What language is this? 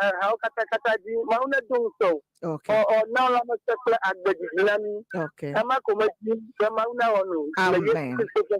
Ewe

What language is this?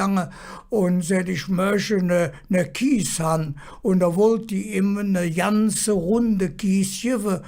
Colognian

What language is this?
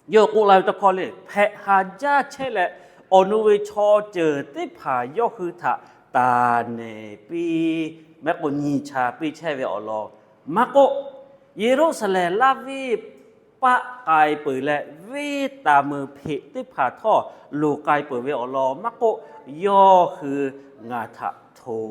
Lahu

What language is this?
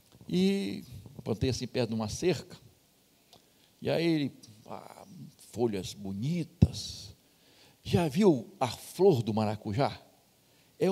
Portuguese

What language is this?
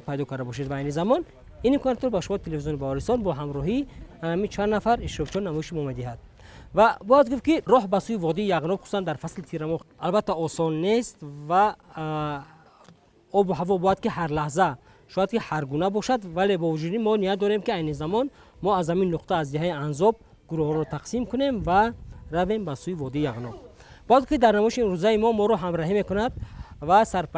Tajik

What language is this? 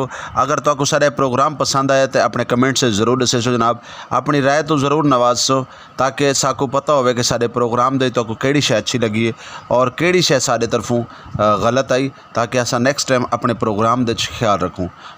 Saraiki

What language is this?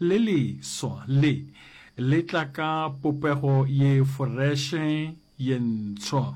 Northern Sotho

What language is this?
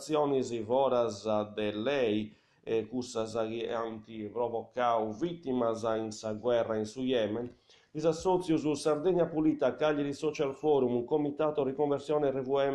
Sardinian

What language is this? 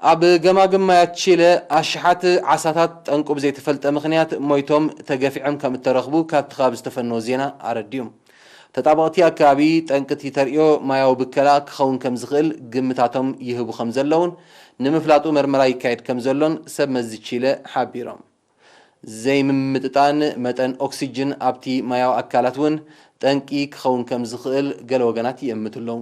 Tigrinya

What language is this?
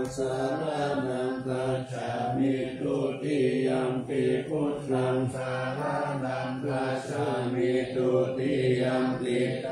Pali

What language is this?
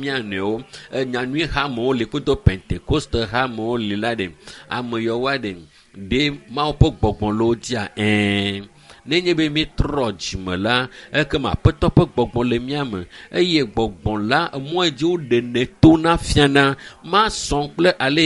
Ewe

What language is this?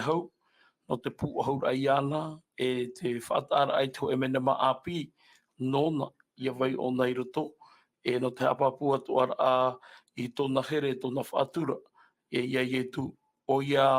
Tahitian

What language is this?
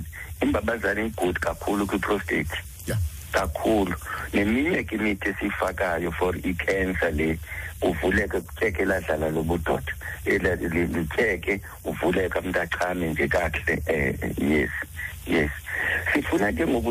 Xhosa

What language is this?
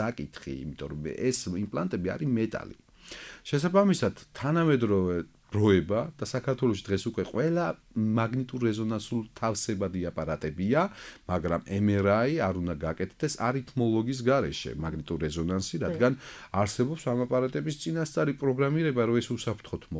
Georgian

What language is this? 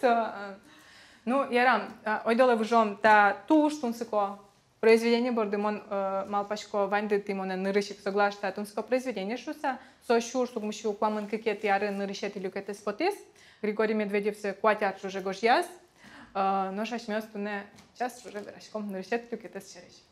Udmurt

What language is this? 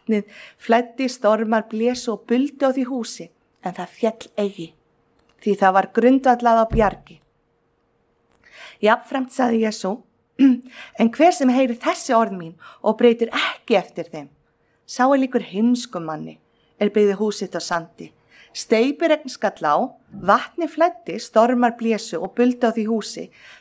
Icelandic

